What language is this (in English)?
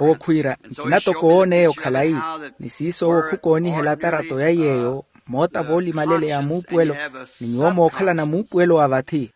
Makhuwa